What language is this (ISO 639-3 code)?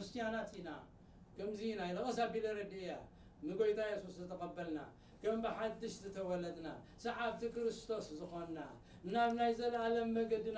tir